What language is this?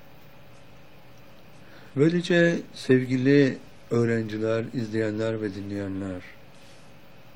Turkish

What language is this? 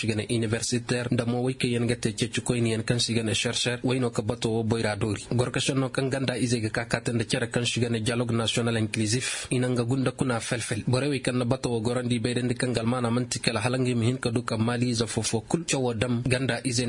Koyraboro Senni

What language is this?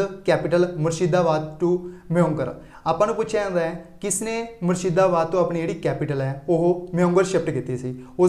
Punjabi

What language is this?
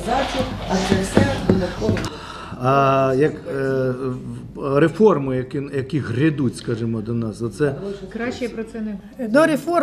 Ukrainian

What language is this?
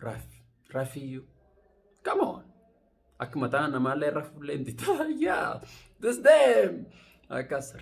Oromo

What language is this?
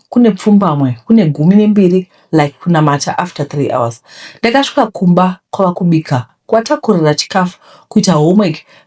Shona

